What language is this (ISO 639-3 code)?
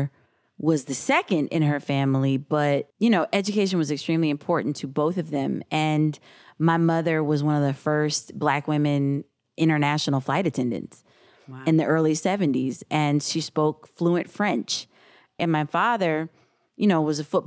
eng